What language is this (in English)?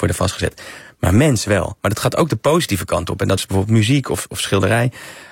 Dutch